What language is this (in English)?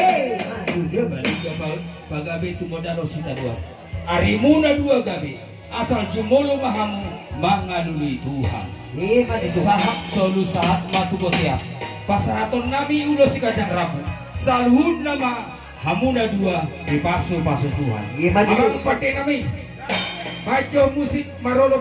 Batak Toba